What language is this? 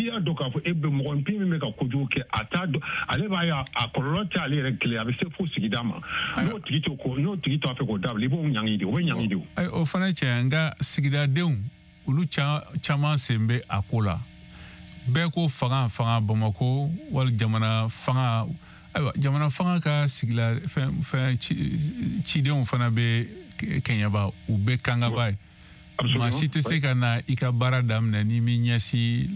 Bambara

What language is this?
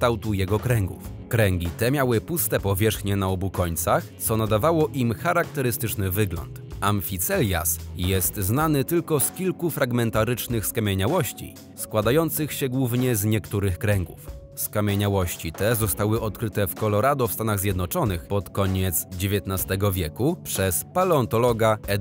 Polish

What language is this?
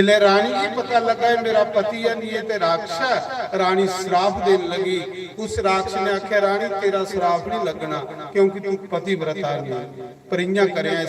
Dogri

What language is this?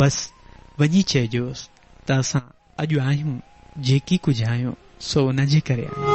Sindhi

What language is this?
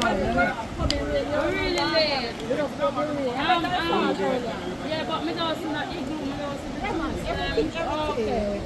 Jamaican Creole English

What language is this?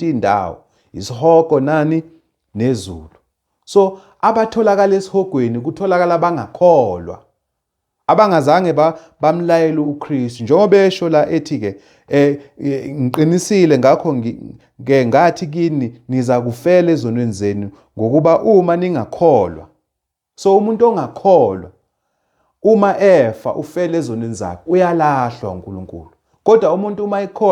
Zulu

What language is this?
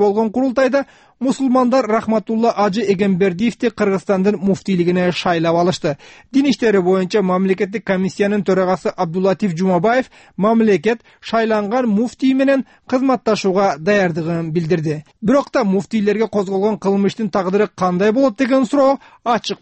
Kyrgyz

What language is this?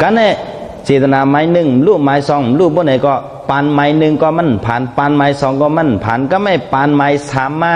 Shan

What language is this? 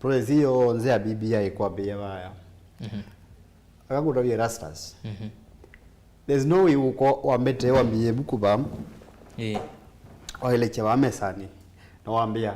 Kamba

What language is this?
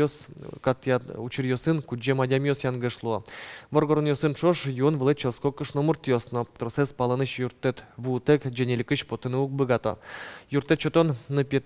Udmurt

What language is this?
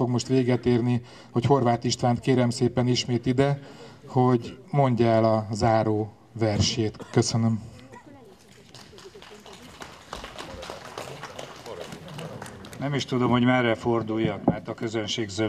Hungarian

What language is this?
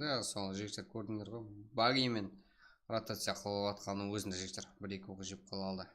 Kara-Kalpak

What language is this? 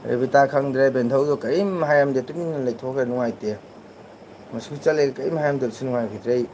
Manipuri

